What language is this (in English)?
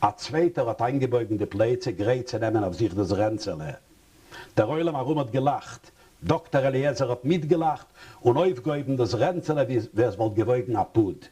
Yiddish